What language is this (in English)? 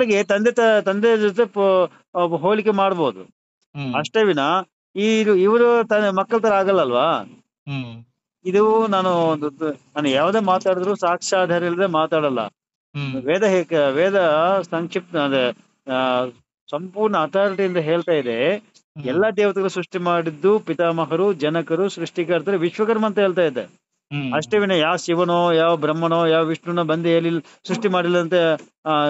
Kannada